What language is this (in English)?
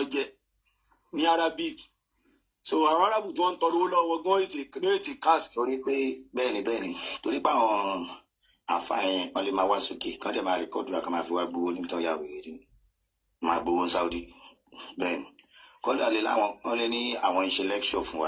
Yoruba